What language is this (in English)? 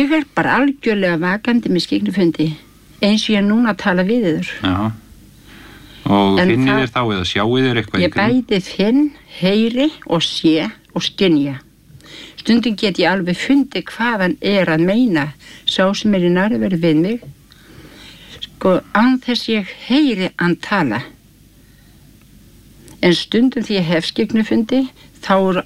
Icelandic